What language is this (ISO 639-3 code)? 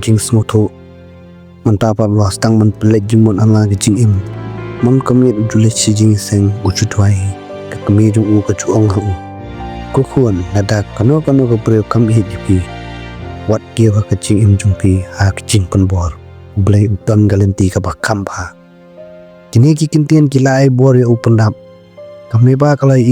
kha